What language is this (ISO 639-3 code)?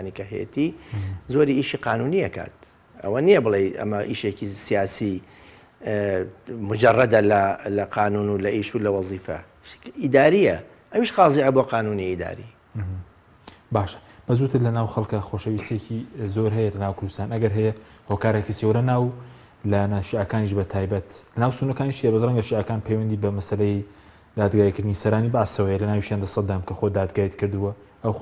ckb